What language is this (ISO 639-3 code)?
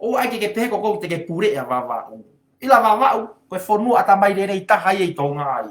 ton